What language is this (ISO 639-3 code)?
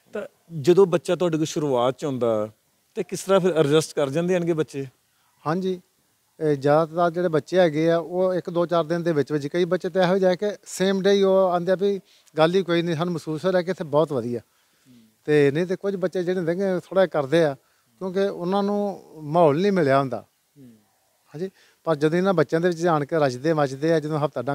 pan